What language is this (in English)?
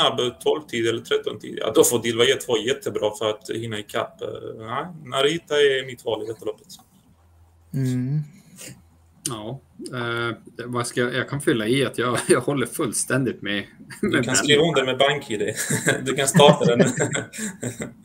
Swedish